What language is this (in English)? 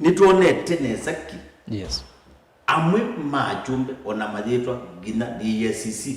Kamba